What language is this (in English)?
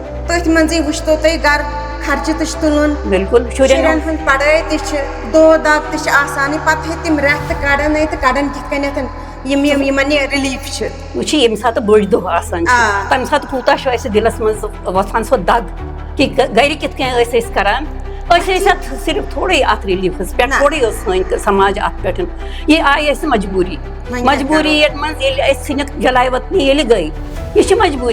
Kashmiri